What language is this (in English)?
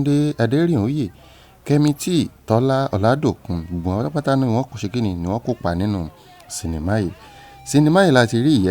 Yoruba